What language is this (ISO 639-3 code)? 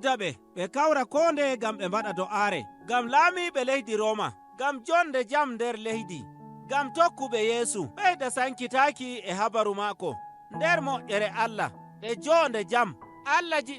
fuv